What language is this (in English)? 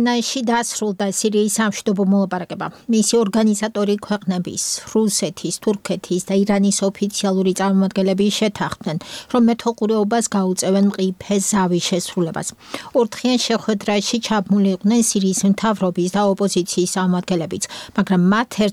Georgian